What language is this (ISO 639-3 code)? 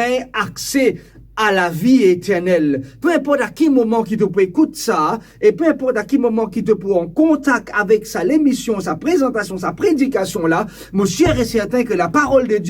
mfe